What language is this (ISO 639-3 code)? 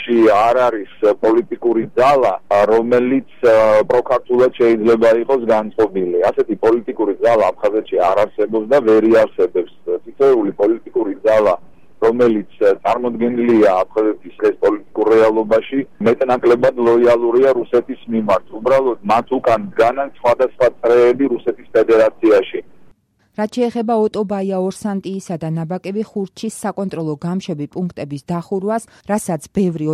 kat